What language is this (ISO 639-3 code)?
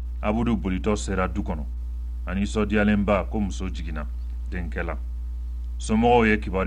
bam